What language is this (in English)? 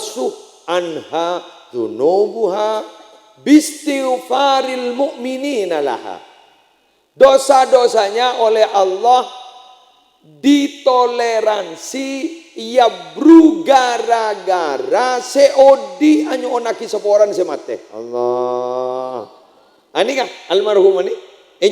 Madurese